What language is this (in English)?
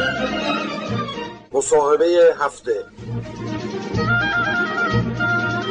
Persian